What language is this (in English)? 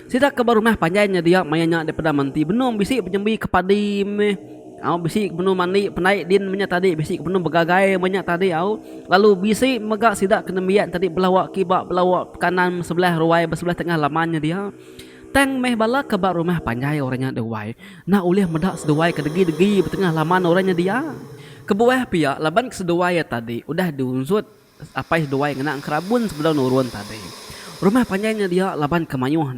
Iban